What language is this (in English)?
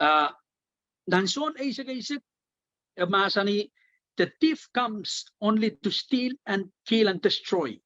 Pohnpeian